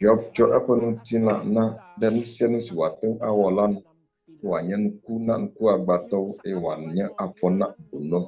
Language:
Ewe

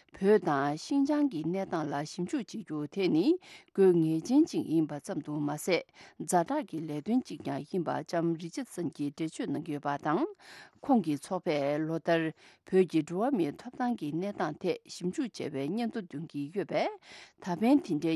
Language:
Tibetan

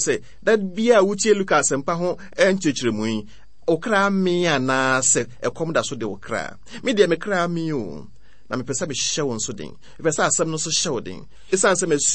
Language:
Akan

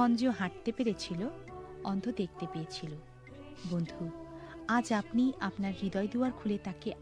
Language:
Bangla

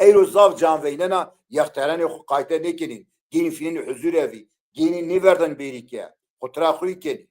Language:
Zaza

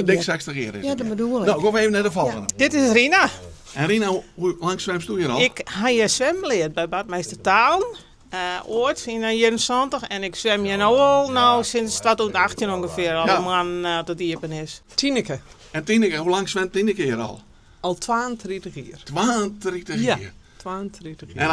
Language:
Western Frisian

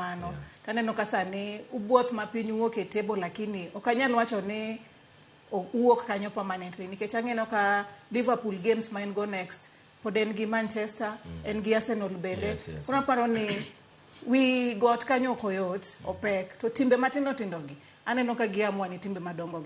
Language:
Luo (Kenya and Tanzania)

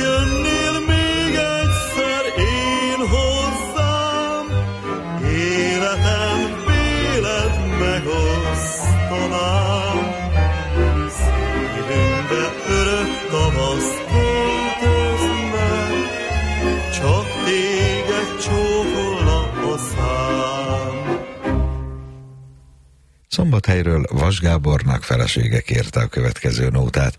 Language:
Hungarian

